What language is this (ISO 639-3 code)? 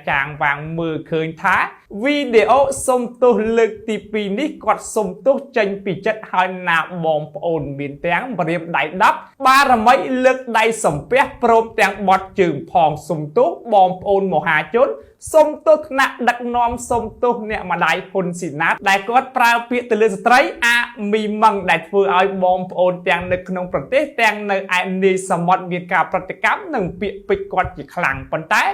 khm